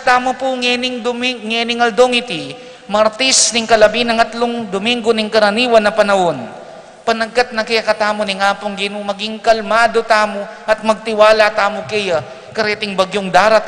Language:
Pampanga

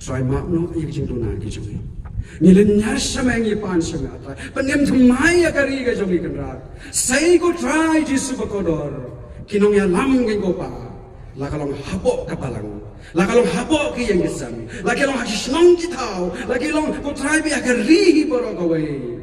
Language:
Khasi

